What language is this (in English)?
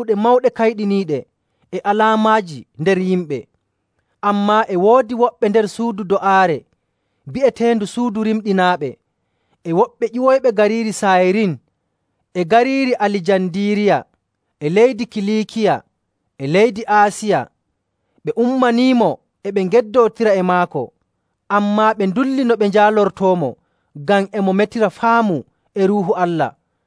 Nigerian Fulfulde